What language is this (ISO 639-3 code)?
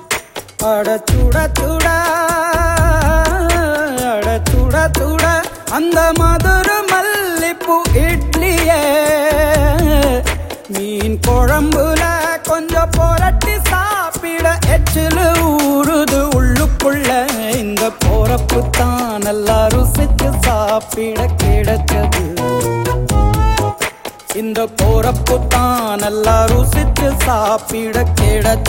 tam